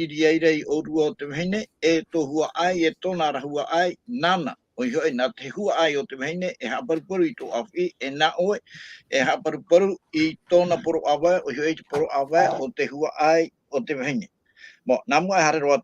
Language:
Tahitian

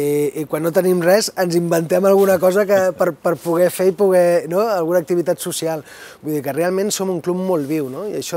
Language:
Catalan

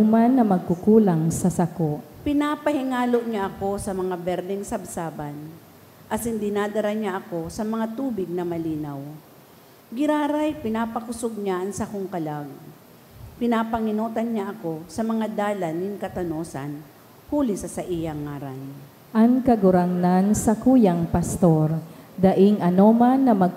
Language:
Bikol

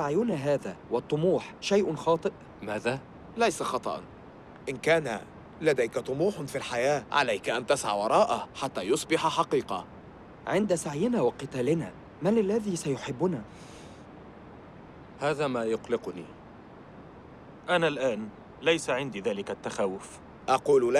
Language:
Arabic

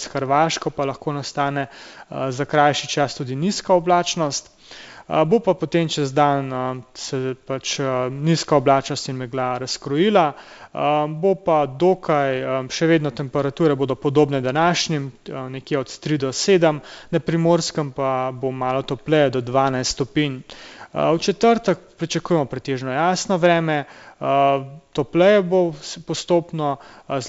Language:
Slovenian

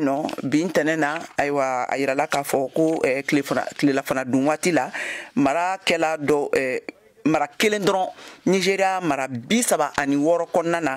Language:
Bambara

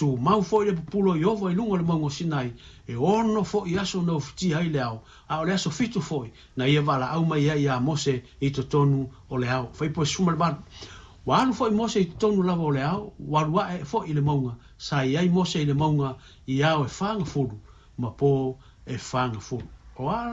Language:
Samoan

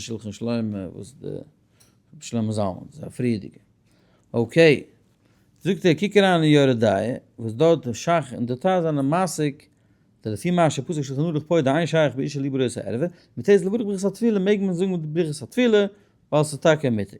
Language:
Yiddish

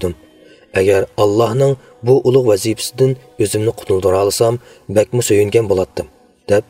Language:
Uyghur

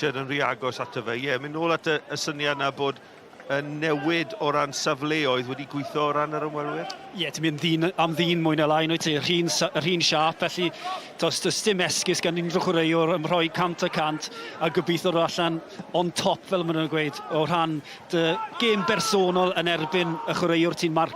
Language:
Welsh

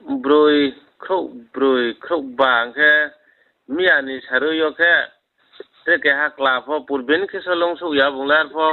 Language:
Riang (India)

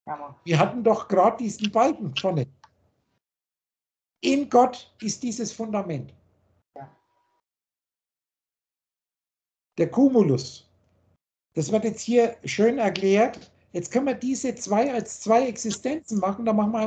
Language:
German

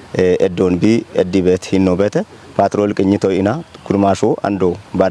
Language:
Kafa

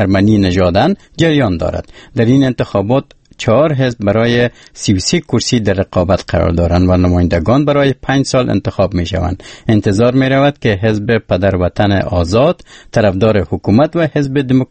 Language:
Persian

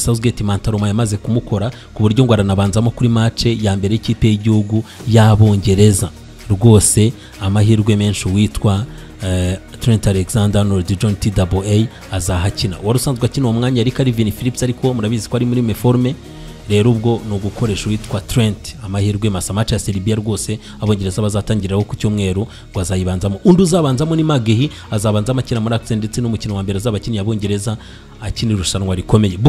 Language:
Kinyarwanda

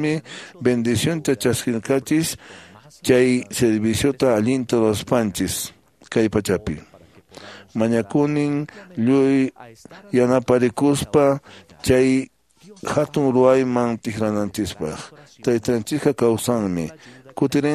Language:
Quechua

